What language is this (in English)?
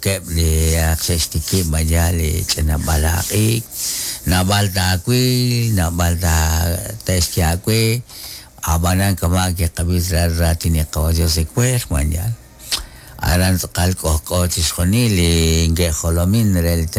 Kekchí